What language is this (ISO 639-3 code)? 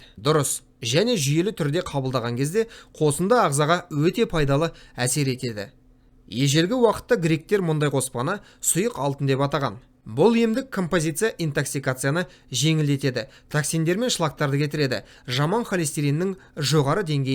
kaz